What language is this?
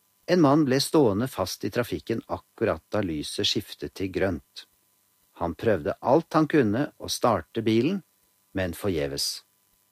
Norwegian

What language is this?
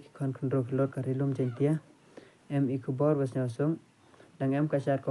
Khasi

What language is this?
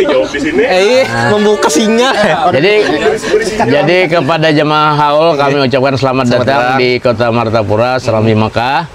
Banjar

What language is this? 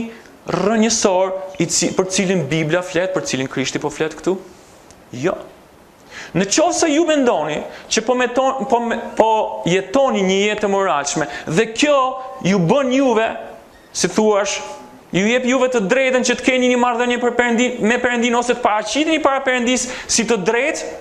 Albanian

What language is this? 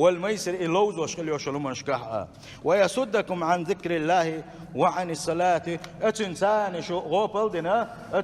Chechen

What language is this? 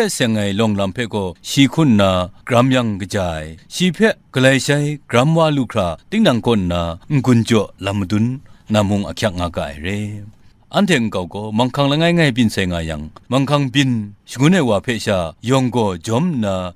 Kachin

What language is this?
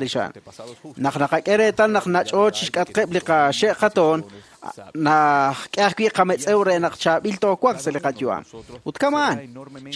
Kekchí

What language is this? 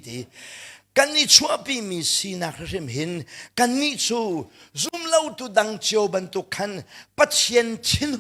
Hakha Chin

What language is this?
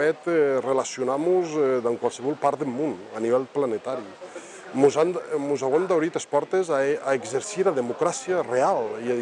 Occitan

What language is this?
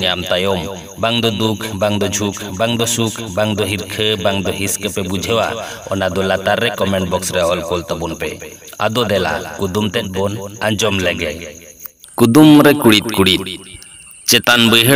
Santali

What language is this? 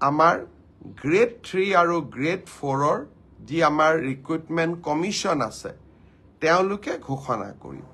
Assamese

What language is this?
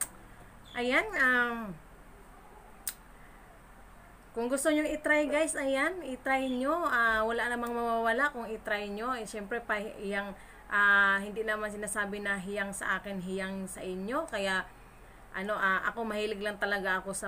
Filipino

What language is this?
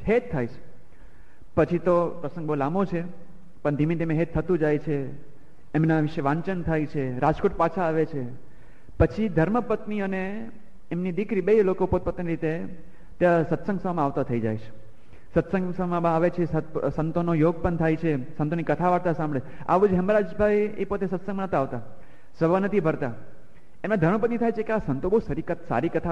Gujarati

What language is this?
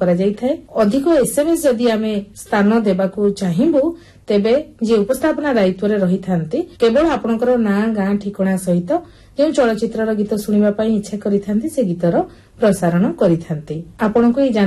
Odia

